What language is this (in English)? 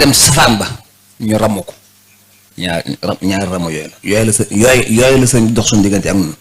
Wolof